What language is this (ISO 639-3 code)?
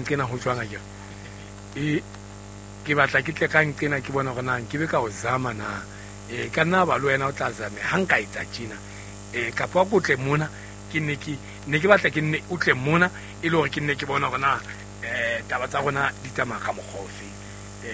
sot